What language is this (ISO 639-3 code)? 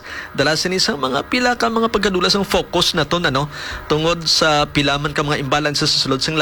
hil